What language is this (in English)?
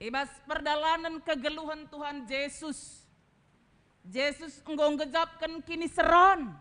Batak Karo